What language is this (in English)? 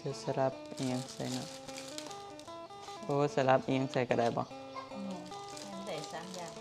Northeastern Thai